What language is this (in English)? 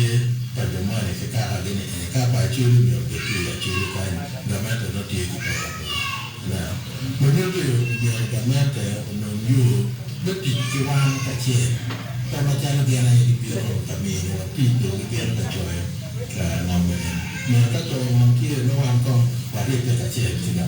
Acoli